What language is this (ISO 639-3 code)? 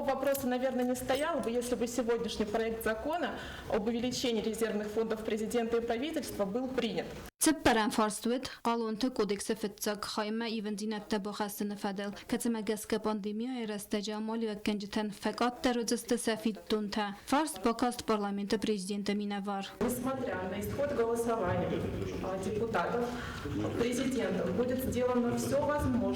oss